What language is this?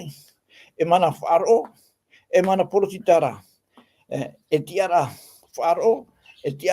Tahitian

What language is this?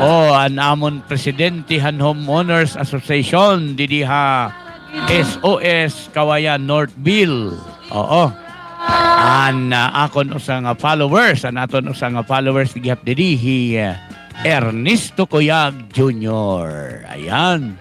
Waray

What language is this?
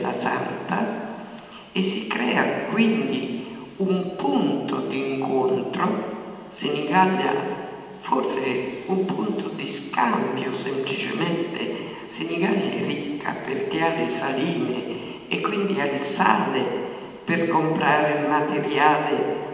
Italian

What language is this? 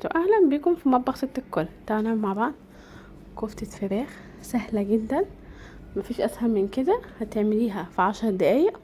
Egyptian Arabic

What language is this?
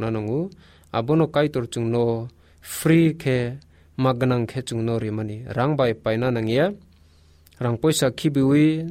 Kok Borok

